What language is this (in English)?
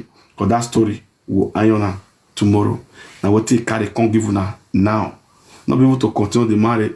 Nigerian Pidgin